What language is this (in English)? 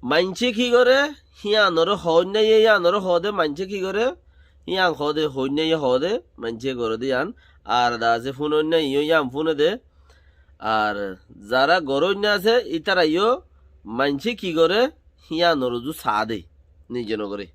Rohingya